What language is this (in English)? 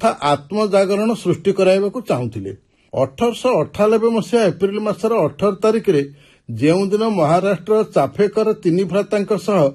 Odia